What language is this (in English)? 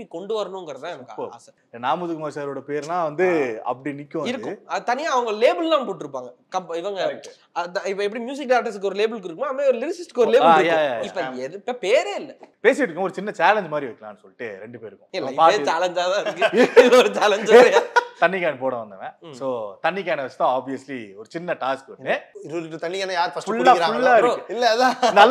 Tamil